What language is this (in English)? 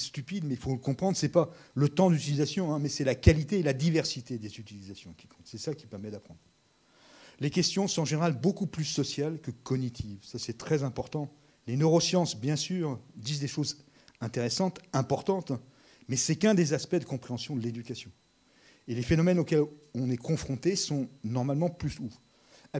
French